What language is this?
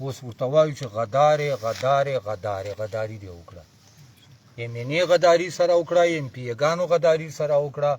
Pashto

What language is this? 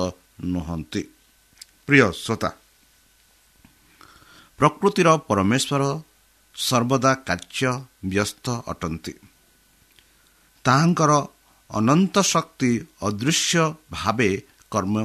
Odia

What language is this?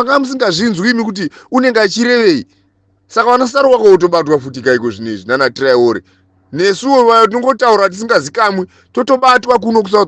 Shona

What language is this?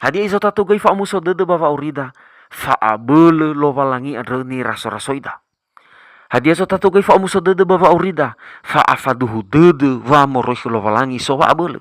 Nias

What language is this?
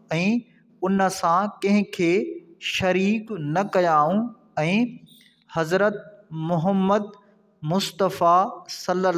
Sindhi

